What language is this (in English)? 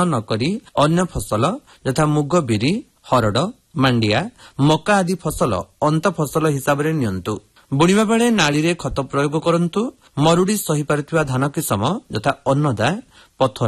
Odia